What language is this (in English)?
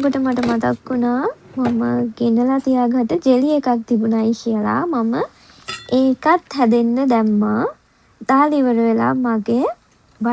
Sinhala